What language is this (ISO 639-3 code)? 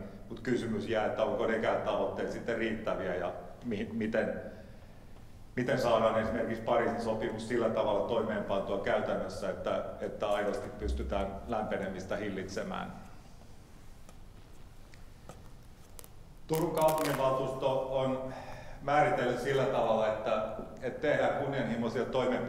fin